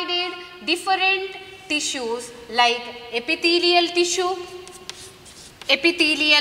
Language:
Kannada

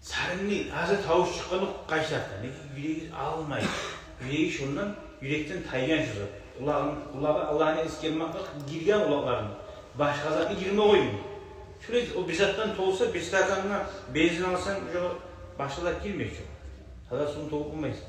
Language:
Kumyk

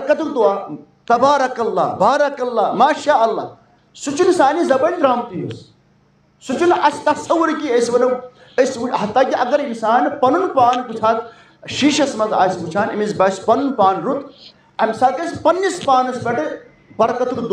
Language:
Kashmiri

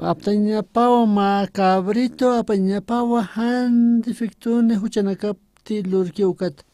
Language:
Aymara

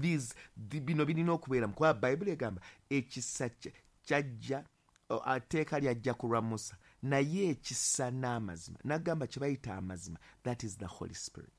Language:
Ganda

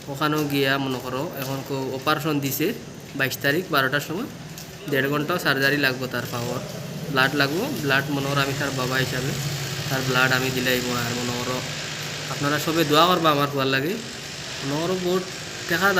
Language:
Sylheti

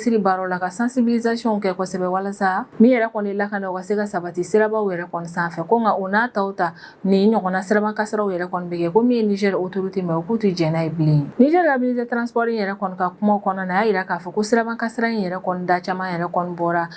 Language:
Bambara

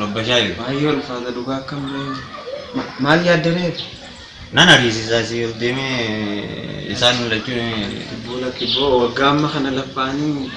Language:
Oromo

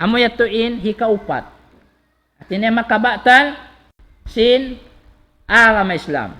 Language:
Tausug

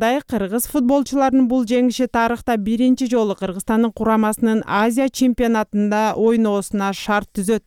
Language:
Kyrgyz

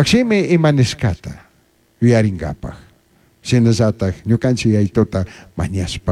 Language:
Chimborazo Highland Quichua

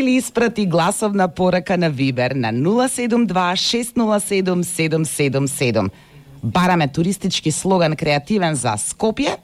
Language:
Macedonian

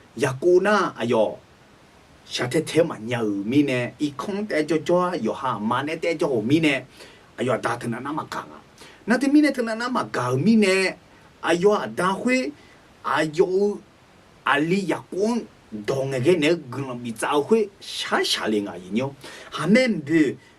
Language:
Akha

